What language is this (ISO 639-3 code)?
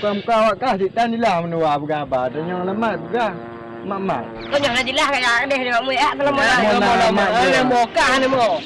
ace